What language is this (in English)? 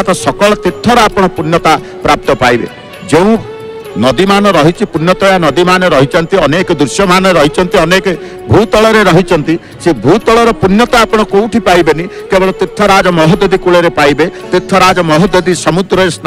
Odia